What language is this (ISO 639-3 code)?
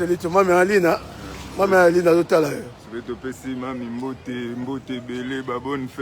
lin